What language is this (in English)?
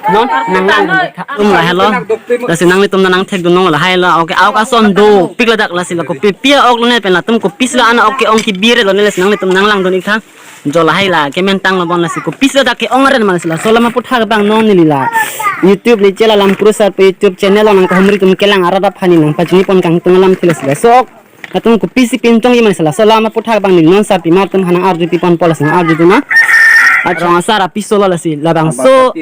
Karbi